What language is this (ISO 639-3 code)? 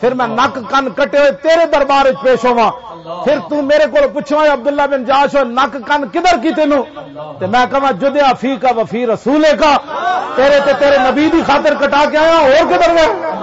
lah